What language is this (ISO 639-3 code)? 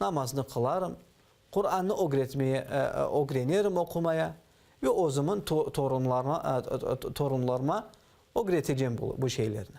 crh